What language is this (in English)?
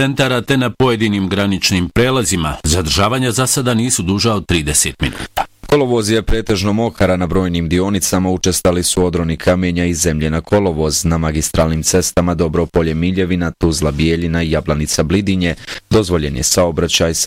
Bosnian